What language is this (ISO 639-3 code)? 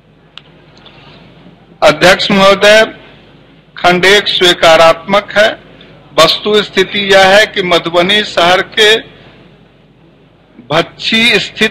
hin